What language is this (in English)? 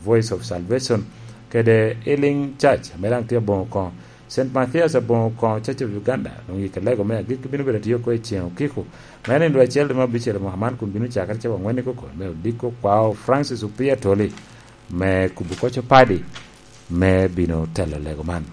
Lango (Uganda)